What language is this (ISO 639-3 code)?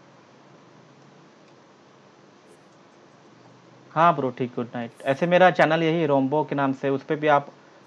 hin